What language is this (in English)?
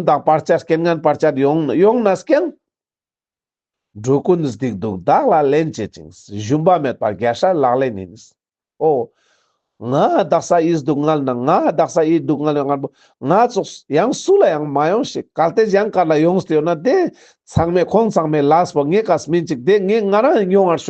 Ladakhi